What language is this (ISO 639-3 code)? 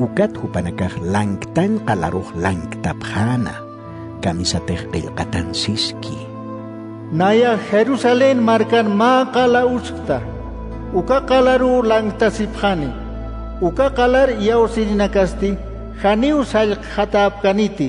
aym